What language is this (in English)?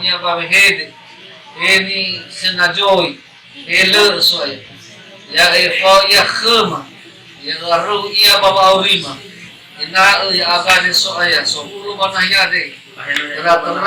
Nias